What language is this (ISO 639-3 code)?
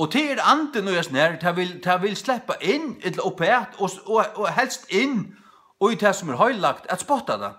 fao